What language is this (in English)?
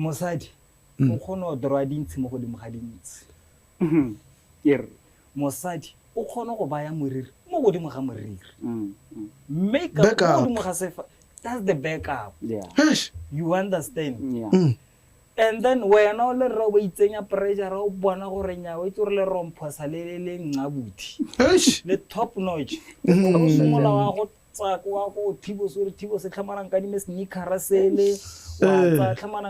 Tswana